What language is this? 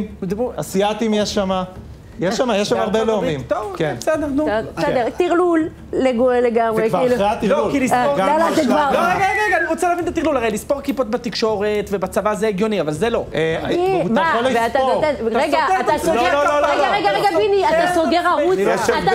Hebrew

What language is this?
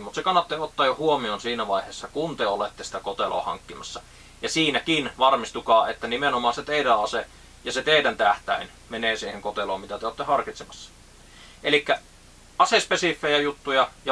Finnish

